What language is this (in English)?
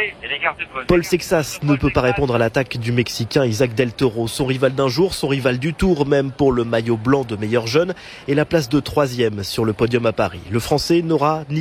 French